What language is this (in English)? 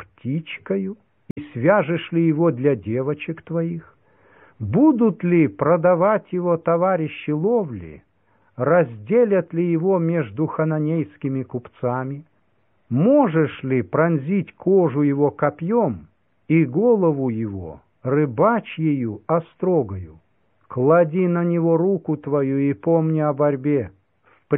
Russian